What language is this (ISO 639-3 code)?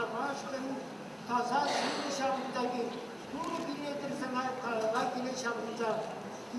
chv